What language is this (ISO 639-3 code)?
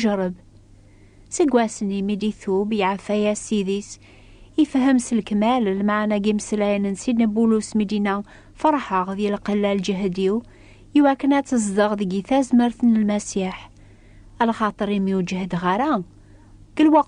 kab